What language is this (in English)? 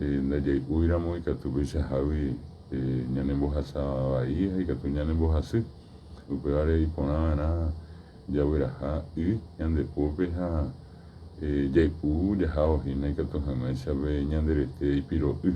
Guarani